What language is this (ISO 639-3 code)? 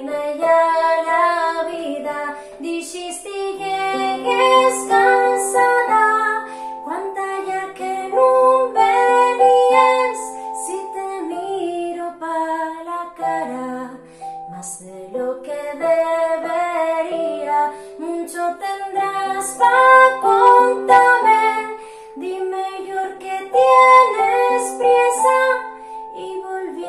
ast